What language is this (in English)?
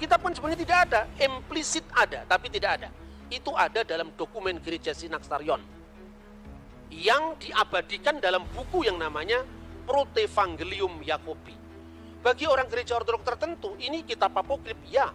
Indonesian